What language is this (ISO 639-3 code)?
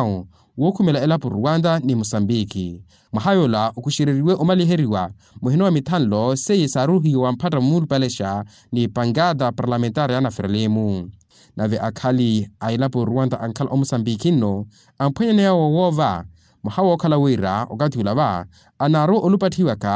vmw